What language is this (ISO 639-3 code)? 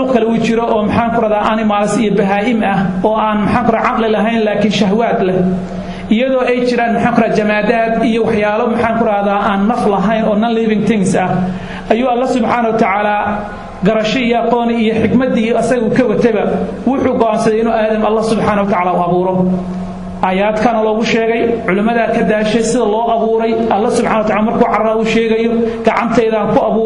som